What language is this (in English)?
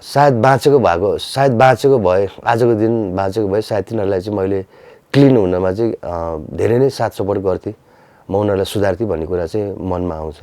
Nepali